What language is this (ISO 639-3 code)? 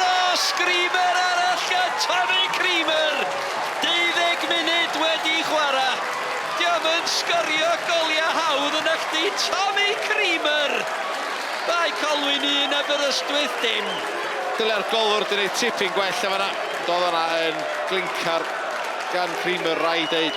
cym